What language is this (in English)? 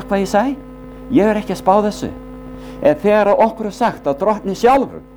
Icelandic